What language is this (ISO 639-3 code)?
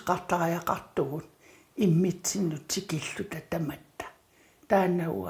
kal